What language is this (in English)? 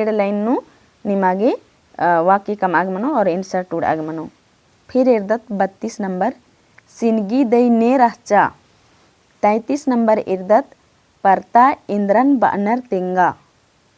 Kurukh